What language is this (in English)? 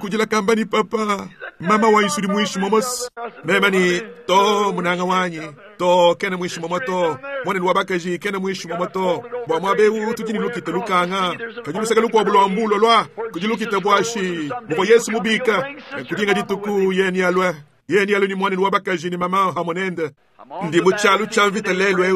Luba-Lulua